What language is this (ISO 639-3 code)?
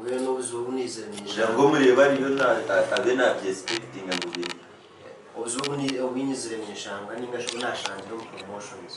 nyn